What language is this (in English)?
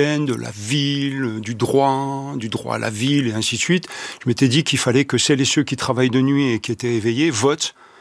French